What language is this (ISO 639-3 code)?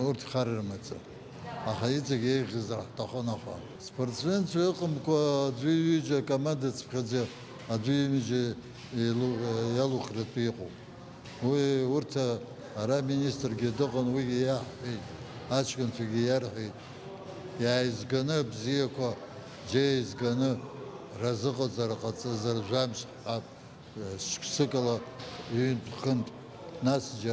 abk